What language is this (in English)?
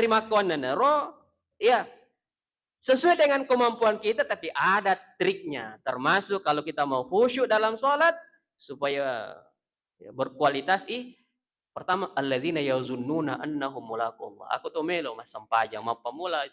Buginese